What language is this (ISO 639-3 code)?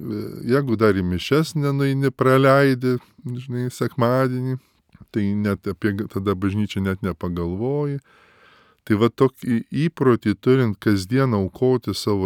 lit